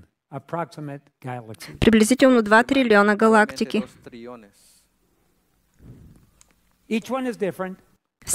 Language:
Bulgarian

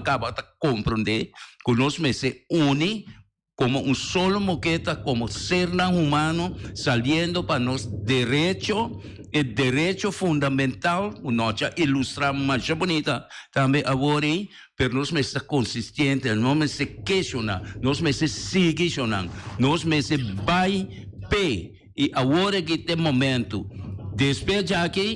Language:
Papiamento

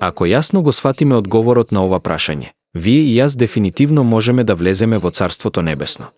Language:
Macedonian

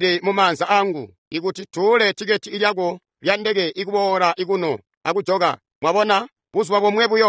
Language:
Tonga (Zambia)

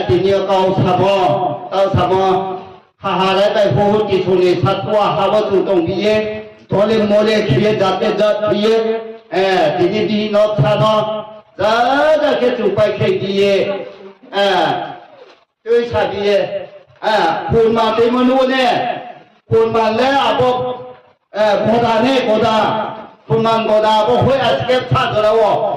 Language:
Riang (India)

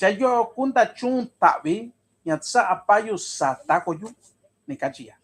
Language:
Mixtepec Mixtec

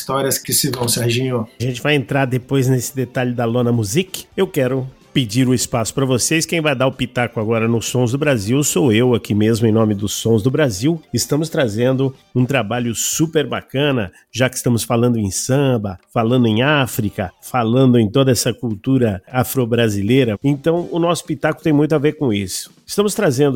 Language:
Portuguese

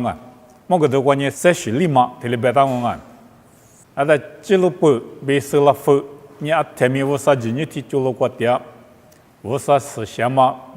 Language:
Lisu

